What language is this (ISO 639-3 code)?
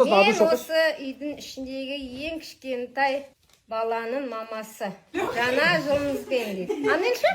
kaz